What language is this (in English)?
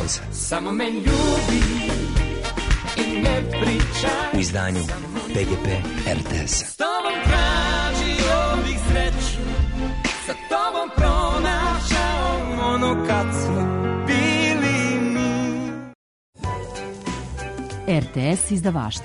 Serbian